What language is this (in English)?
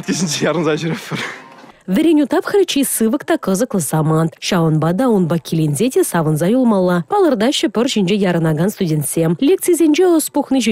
Chuvash